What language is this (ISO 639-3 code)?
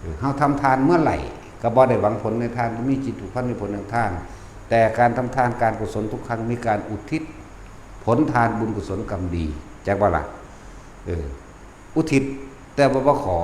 tts